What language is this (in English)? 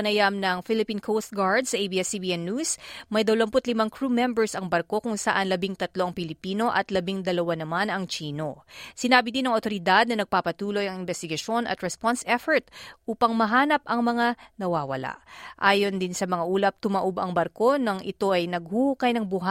Filipino